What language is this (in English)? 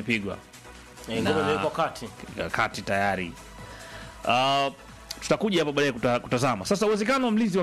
Swahili